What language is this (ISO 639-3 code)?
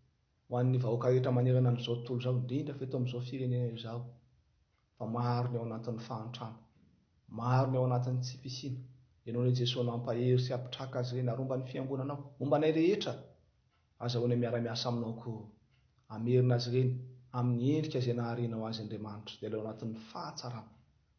mlg